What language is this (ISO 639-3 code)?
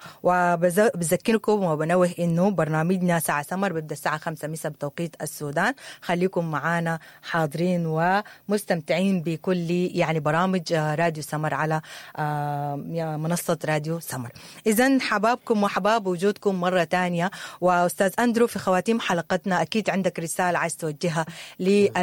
apd